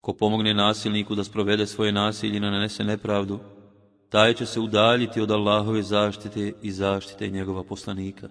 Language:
Bosnian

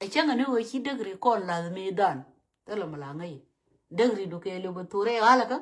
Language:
Nuer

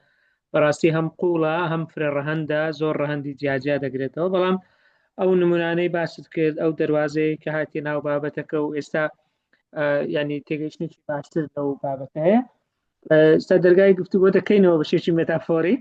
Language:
Central Kurdish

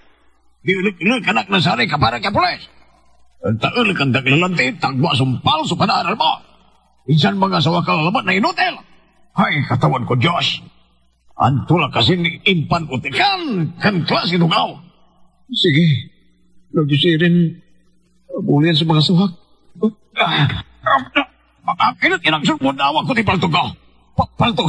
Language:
Pangasinan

